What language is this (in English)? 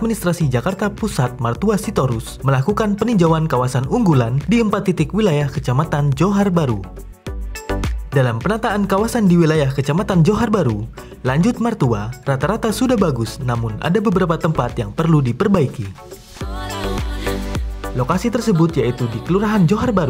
Indonesian